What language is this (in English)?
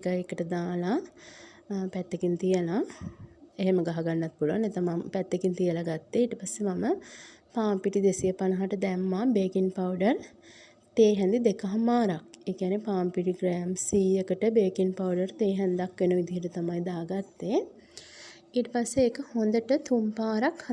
Sinhala